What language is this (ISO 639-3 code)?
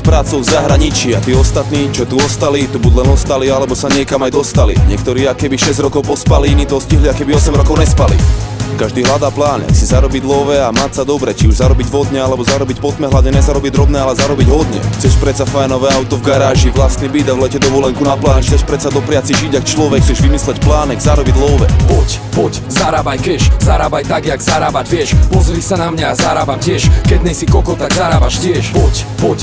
slk